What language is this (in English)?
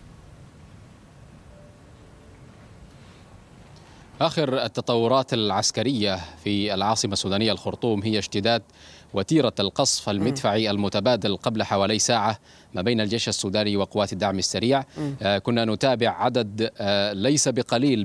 Arabic